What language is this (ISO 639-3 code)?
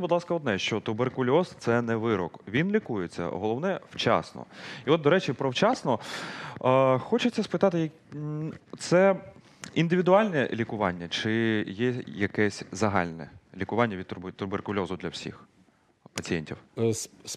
ukr